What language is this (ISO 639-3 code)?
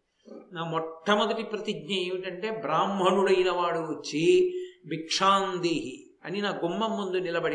tel